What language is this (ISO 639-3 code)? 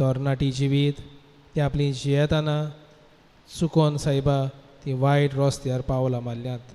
kok